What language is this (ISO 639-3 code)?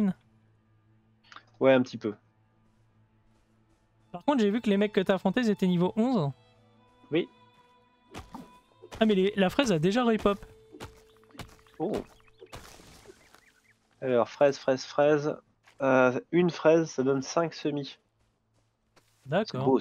fra